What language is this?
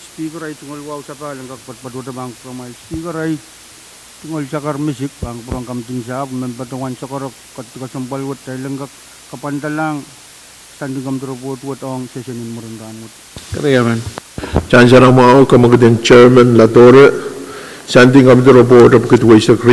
Pohnpeian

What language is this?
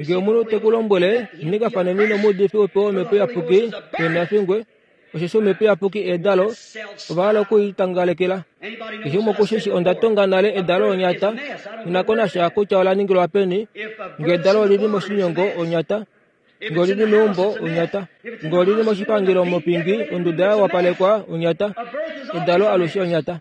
Kuanyama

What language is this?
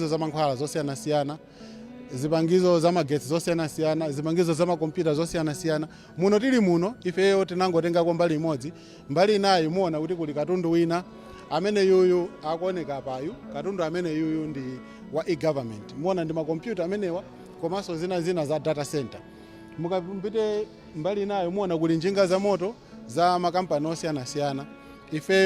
Nyanja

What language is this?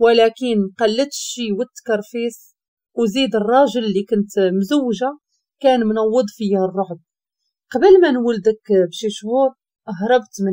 Moroccan Arabic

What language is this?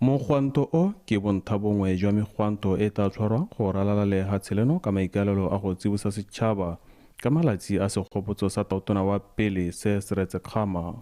Tswana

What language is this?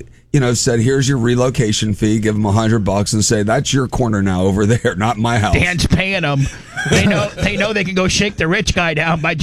English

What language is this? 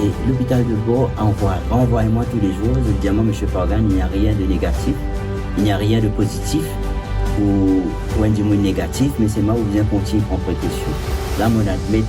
Morisyen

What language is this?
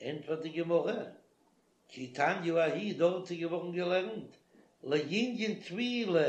Yiddish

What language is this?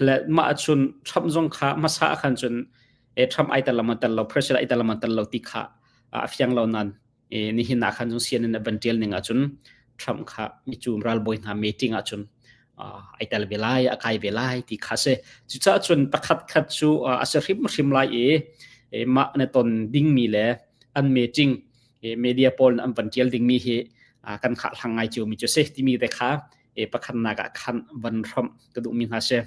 Hakha Chin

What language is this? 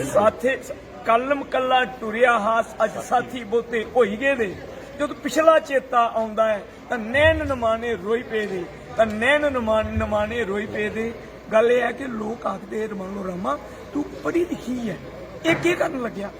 Dogri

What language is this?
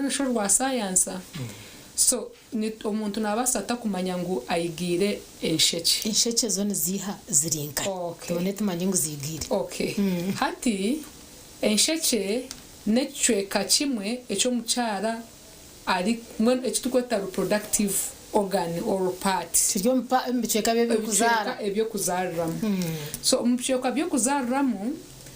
Nyankole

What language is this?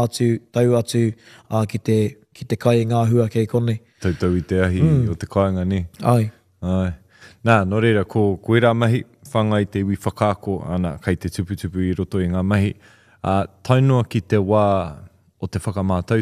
Māori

